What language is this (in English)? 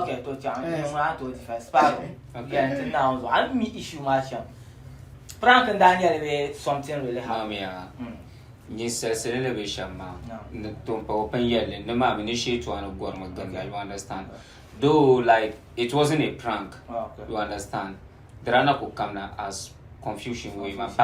Dagbani